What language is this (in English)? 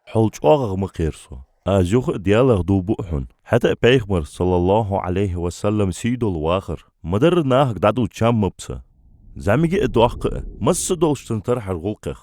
Ingush